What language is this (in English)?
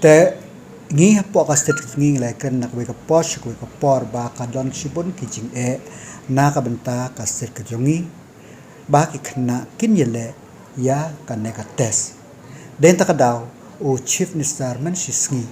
Khasi